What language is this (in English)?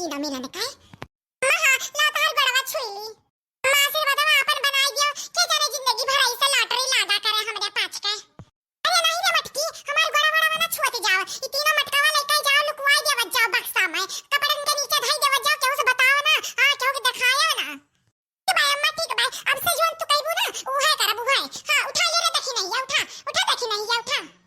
Awadhi